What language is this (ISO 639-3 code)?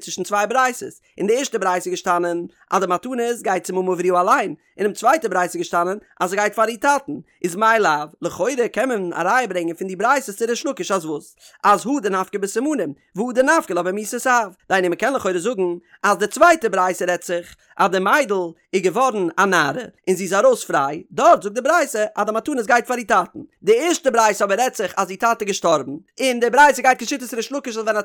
yid